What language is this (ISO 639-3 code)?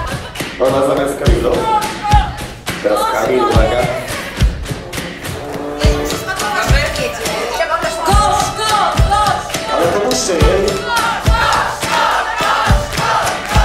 pol